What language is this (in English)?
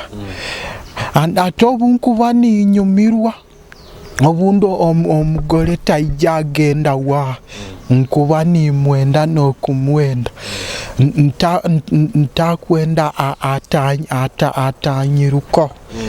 Nyoro